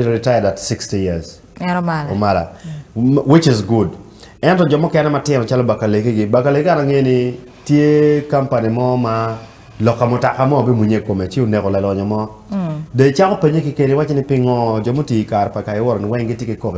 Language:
Acoli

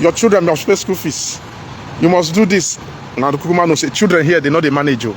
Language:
Nigerian Pidgin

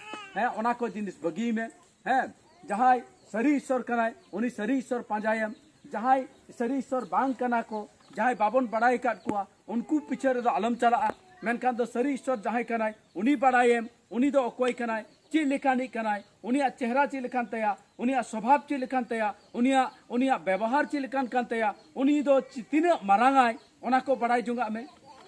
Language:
Santali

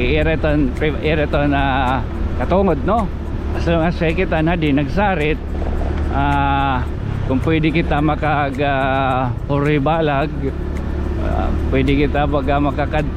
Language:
Waray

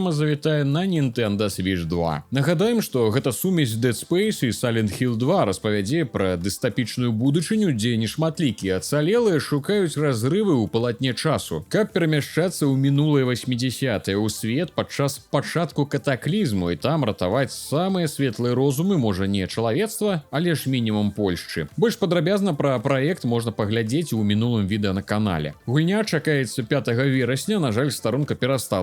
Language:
Belarusian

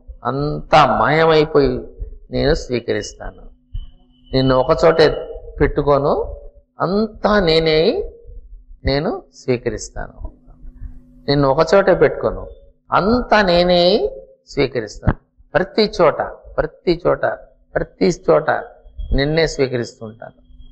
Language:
Telugu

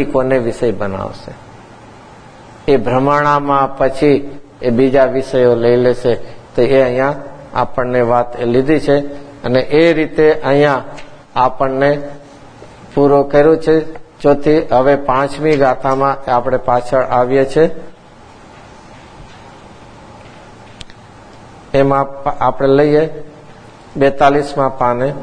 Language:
Gujarati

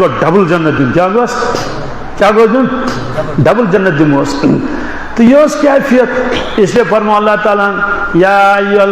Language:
Kashmiri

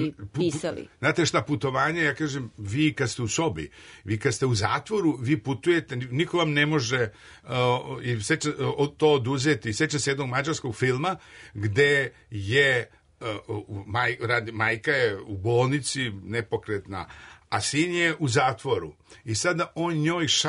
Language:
Serbian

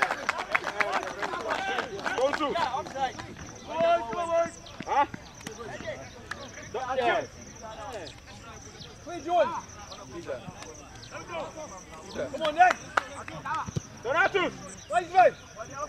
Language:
English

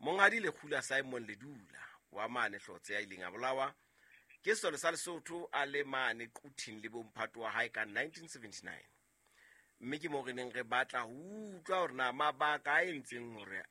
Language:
Southern Sotho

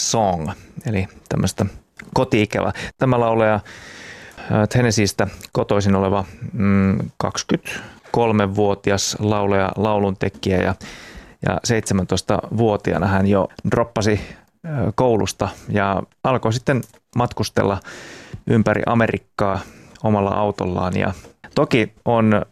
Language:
Finnish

